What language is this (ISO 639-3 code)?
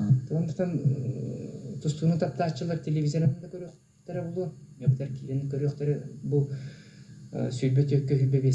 sah